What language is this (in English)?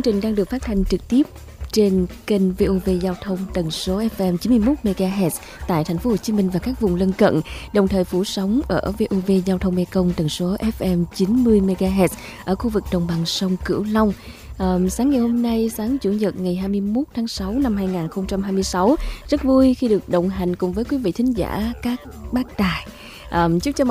Vietnamese